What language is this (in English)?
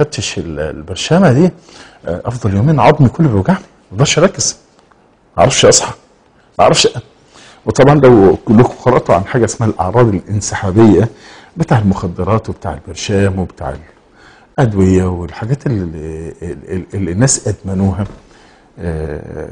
Egyptian Arabic